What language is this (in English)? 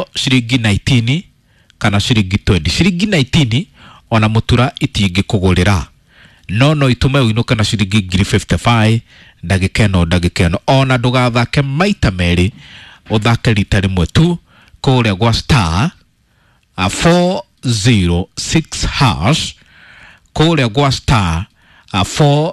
Kikuyu